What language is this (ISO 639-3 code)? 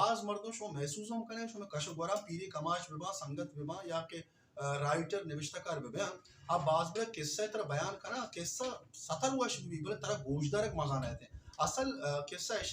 bal